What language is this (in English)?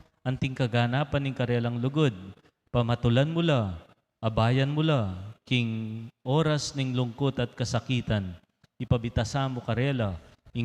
Pampanga